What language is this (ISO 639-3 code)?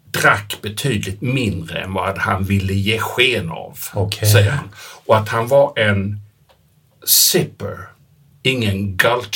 swe